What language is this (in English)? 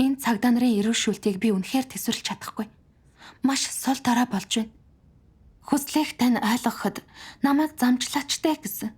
Mongolian